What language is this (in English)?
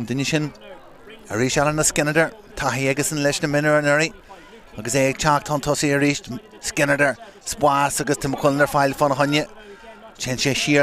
Irish